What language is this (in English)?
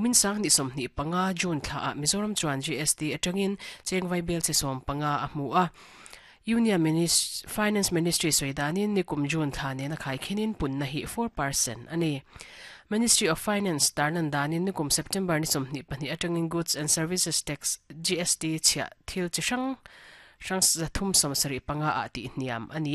Mizo